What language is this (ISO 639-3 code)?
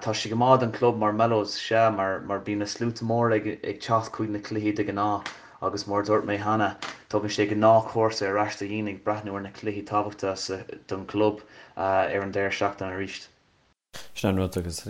gle